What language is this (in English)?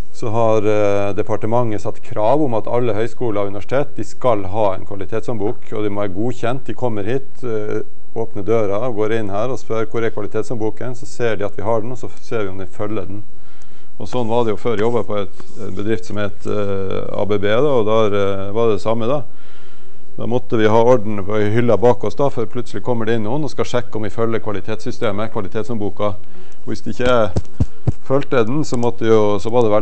Norwegian